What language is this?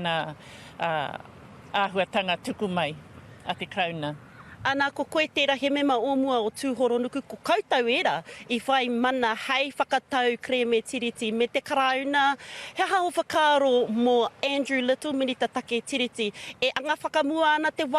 Māori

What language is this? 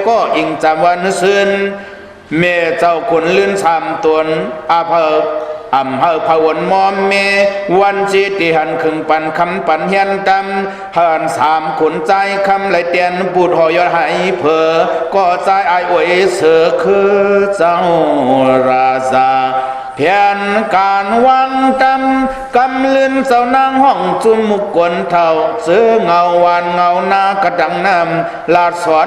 Shan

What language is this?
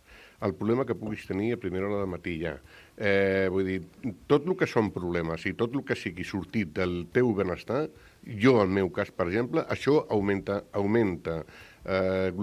Catalan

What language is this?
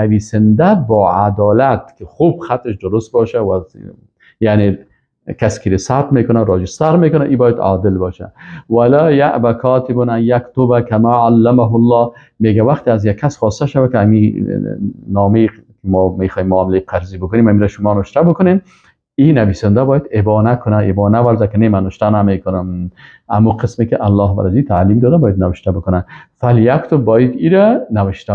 Persian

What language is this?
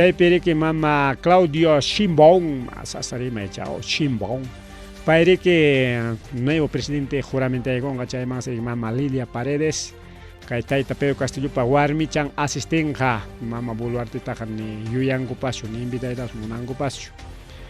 Ayacucho Quechua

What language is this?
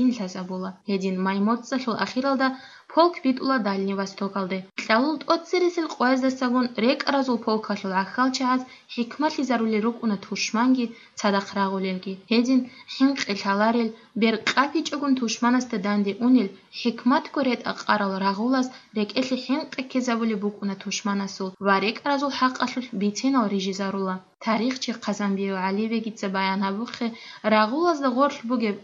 Avaric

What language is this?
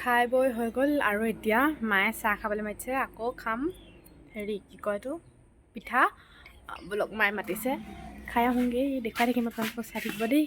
Assamese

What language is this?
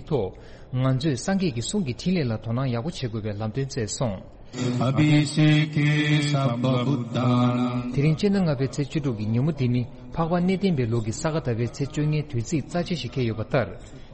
Tibetan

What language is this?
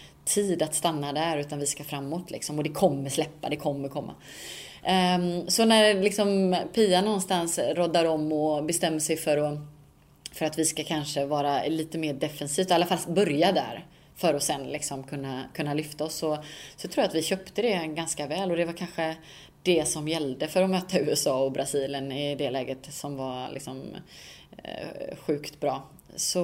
Swedish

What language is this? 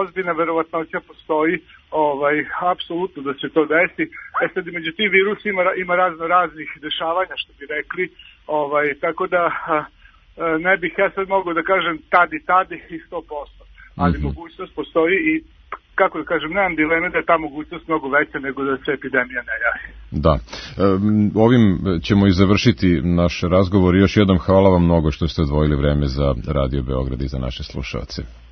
Serbian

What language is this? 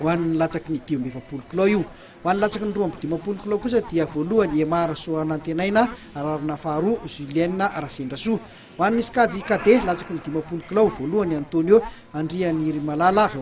Malagasy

